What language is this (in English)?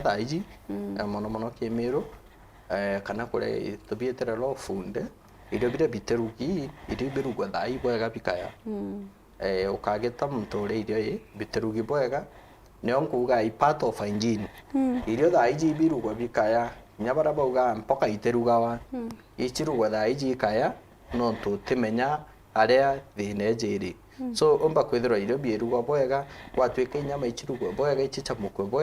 Meru